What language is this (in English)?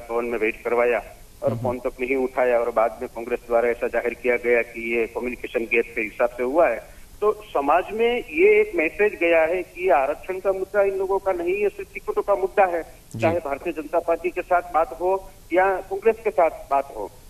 Hindi